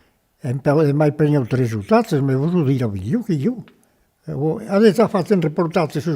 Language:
Occitan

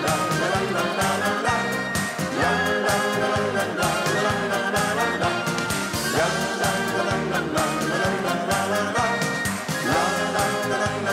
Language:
Dutch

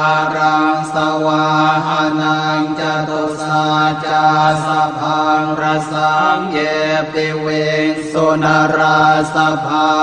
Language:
Pali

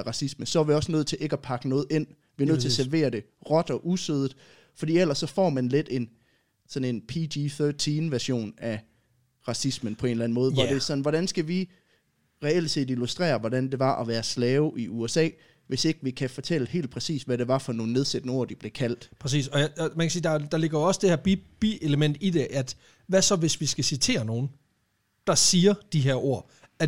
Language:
Danish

